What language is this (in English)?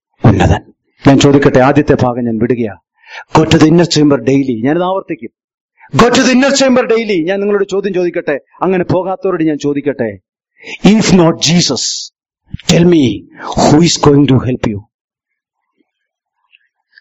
Malayalam